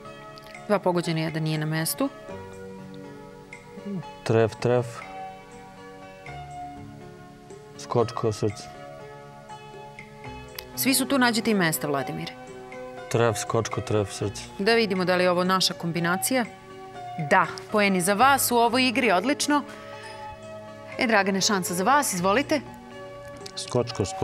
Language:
Serbian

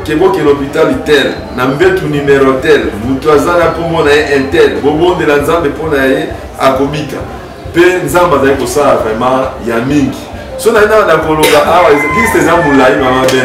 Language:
Lingala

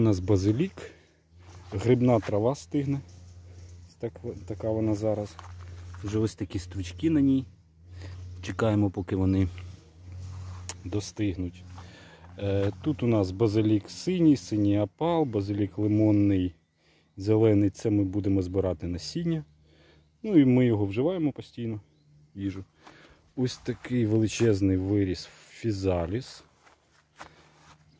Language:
Ukrainian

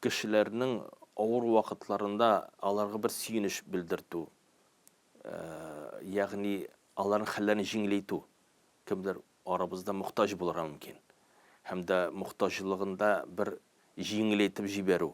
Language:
Tatar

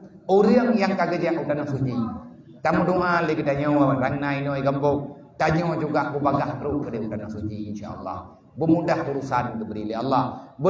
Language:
Achinese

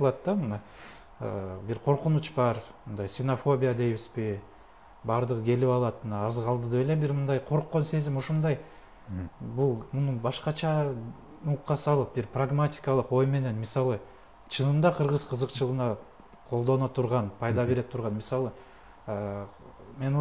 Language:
Kyrgyz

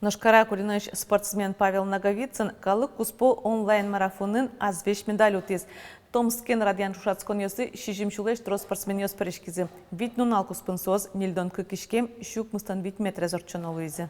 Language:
Udmurt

